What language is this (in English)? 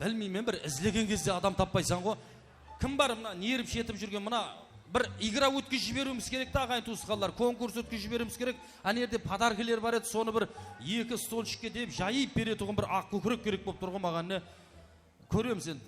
Kara-Kalpak